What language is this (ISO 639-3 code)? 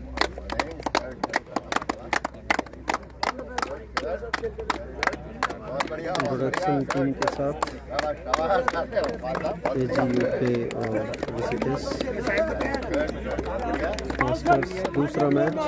hin